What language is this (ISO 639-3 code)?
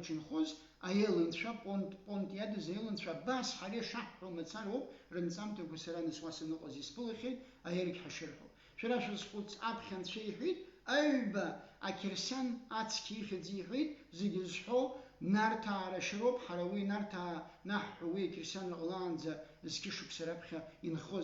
abk